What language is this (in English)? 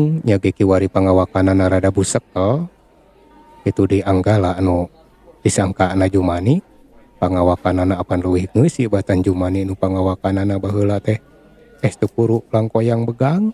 Sundanese